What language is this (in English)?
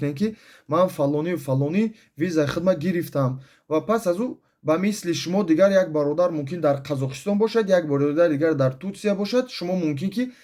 Tajik